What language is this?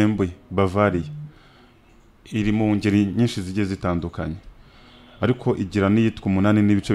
Kinyarwanda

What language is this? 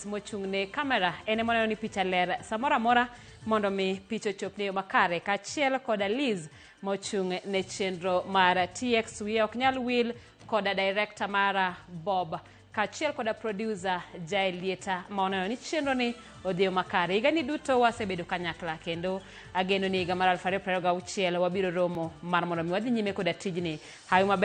Luo (Kenya and Tanzania)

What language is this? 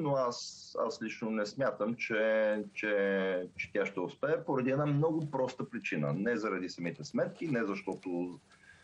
Bulgarian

